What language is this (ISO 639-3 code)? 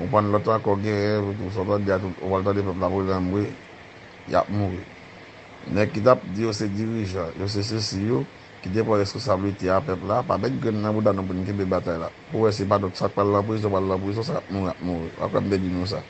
hat